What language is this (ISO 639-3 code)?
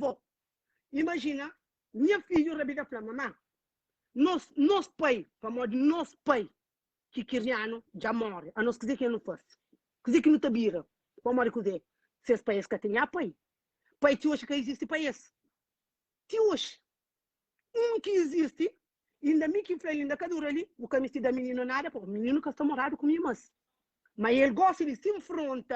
kea